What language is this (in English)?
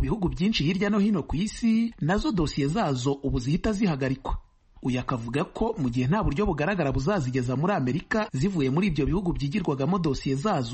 Kinyarwanda